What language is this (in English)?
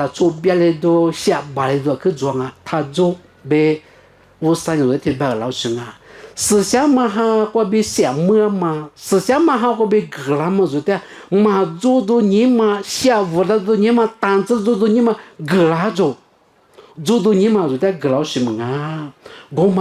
Lisu